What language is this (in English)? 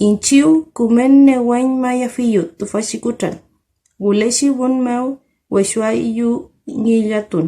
Mapuche